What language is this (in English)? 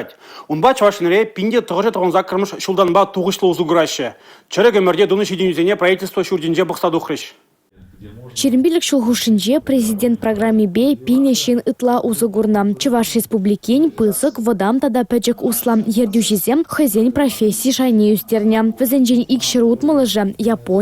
Chuvash